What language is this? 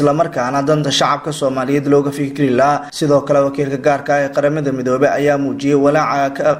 Somali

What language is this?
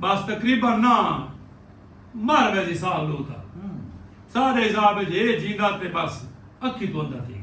Saraiki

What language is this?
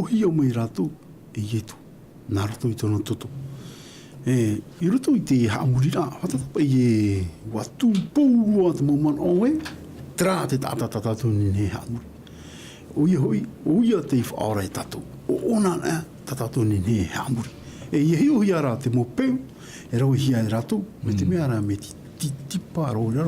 Tahitian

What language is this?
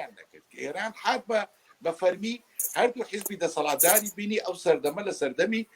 Central Kurdish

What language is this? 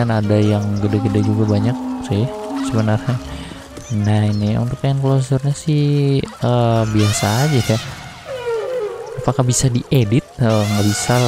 Indonesian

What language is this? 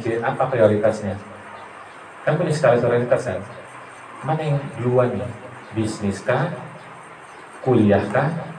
Indonesian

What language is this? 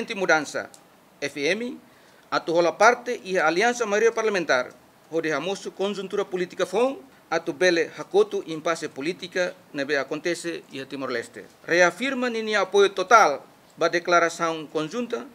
Tetum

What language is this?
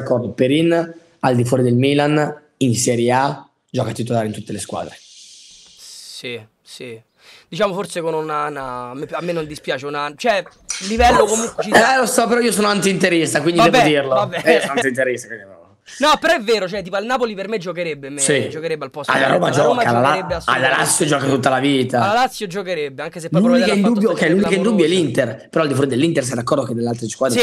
Italian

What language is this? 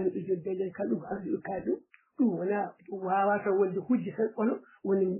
Fula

